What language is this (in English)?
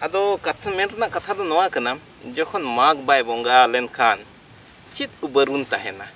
Santali